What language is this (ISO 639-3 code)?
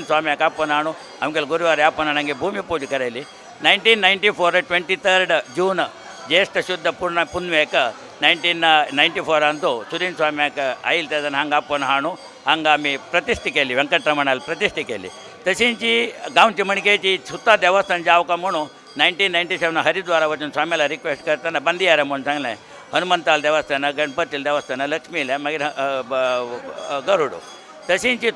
kok